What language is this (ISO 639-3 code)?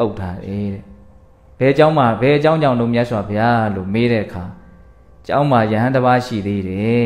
mya